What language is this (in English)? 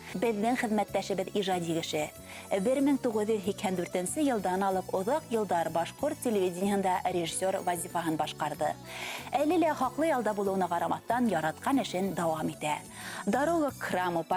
Bashkir